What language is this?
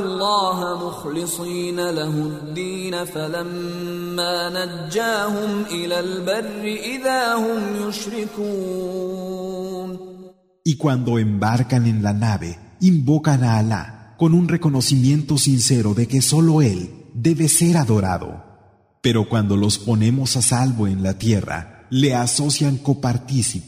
Spanish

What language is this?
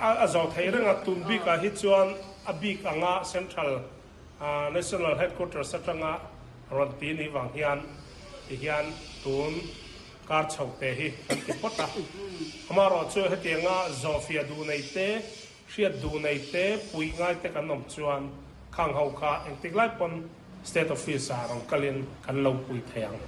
Mizo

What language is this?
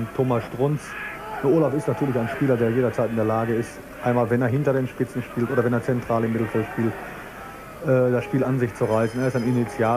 German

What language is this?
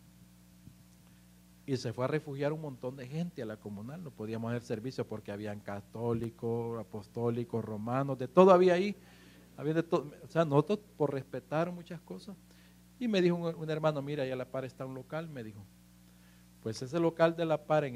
Spanish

